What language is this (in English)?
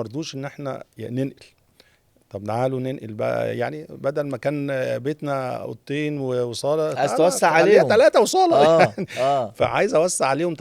Egyptian Arabic